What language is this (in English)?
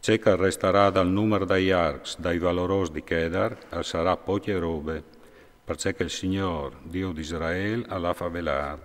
Friulian